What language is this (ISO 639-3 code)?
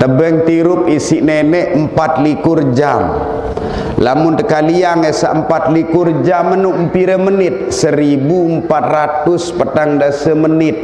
sas